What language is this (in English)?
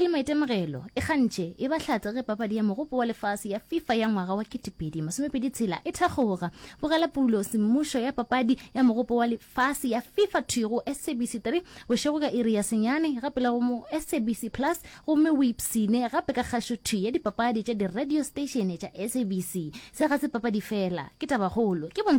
Northern Sotho